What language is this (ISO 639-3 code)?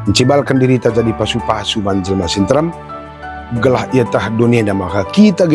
btx